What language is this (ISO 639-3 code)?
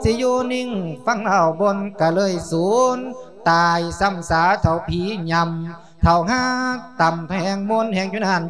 lao